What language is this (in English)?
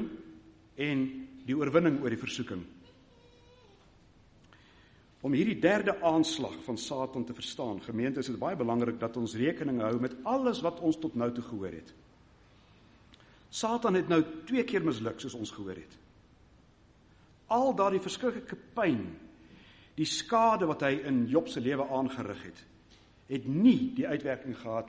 Afrikaans